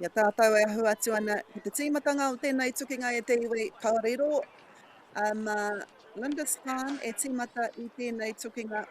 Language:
Māori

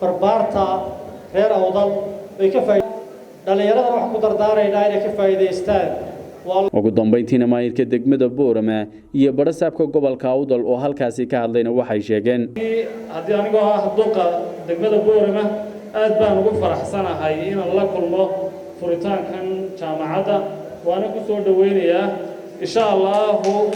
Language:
Somali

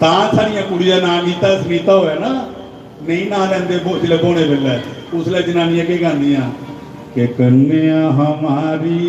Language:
Dogri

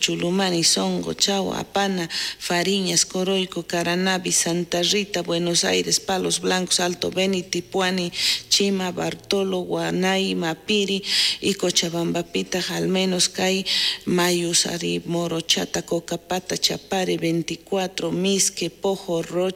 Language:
South Bolivian Quechua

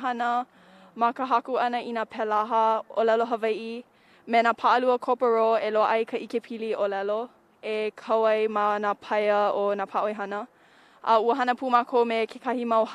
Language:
Hawaiian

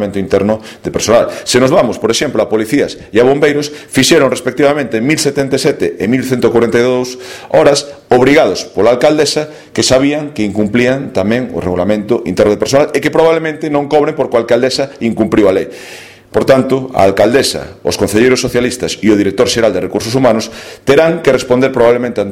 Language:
Galician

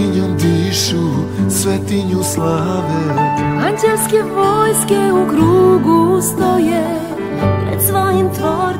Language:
Serbian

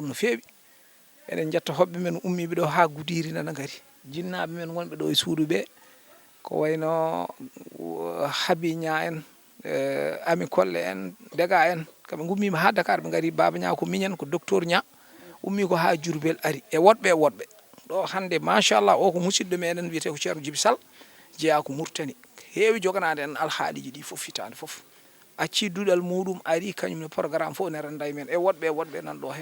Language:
Fula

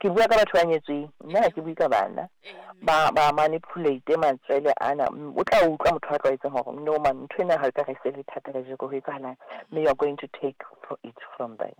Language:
Southern Sotho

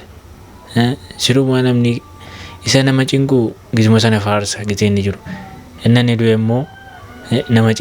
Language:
Oromo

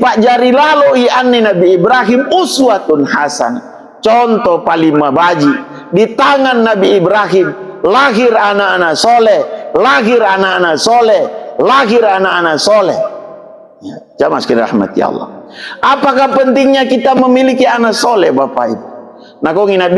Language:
Makasar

